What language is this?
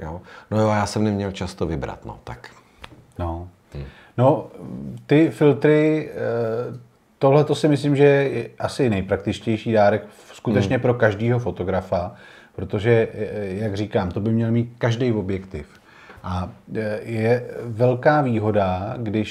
Czech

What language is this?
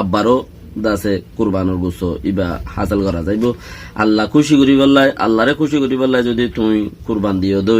Rohingya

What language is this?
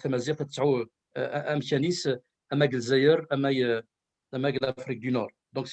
Kabyle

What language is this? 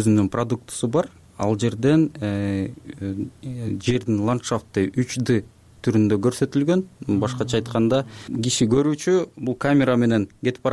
Kyrgyz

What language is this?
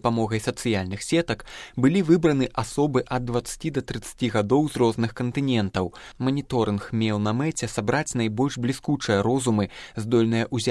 Belarusian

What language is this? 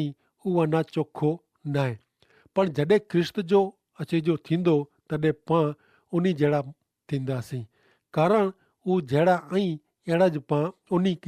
Kachhi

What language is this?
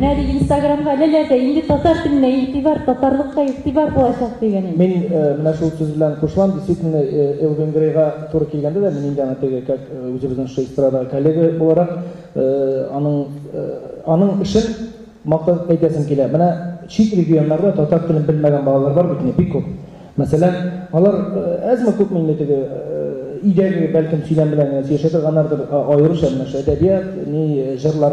Tatar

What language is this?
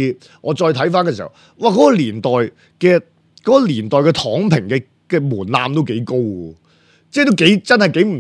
Cantonese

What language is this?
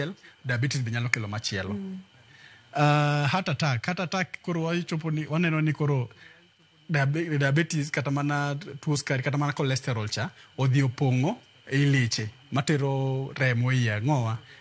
Luo (Kenya and Tanzania)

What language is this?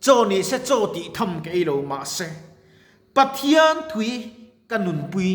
Mizo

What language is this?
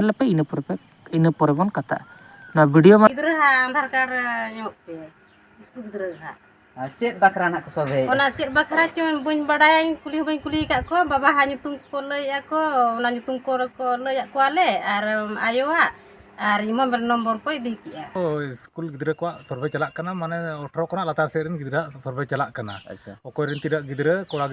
Santali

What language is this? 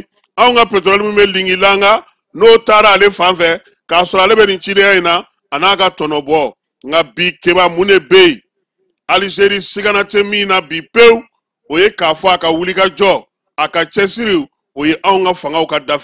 Bambara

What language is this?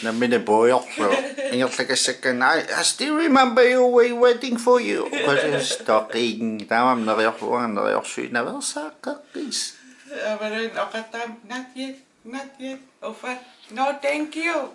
Kalaallisut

